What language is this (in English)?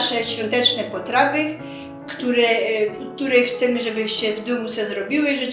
Silesian